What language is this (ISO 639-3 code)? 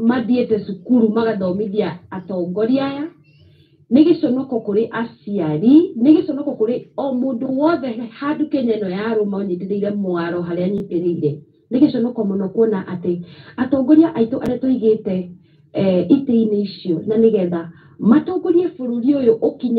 kik